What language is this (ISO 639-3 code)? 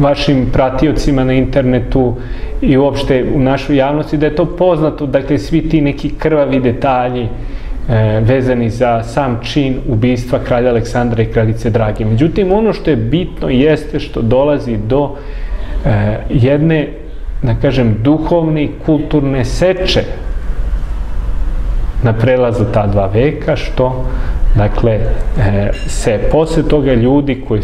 srp